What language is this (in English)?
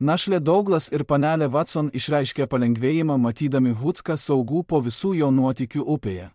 Lithuanian